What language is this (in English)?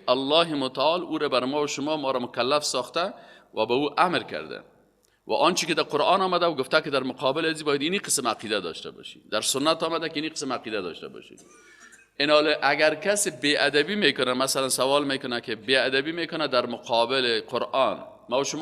Persian